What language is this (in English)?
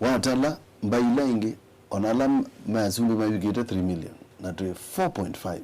Kamba